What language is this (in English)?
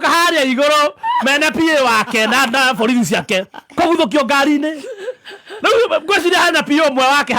Kikuyu